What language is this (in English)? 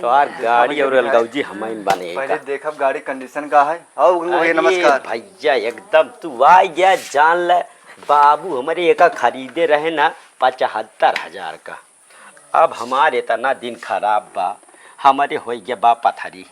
Awadhi